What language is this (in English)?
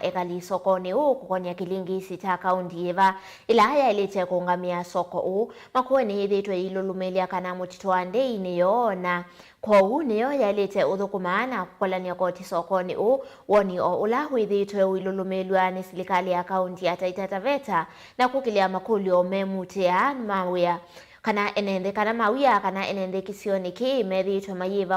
Kamba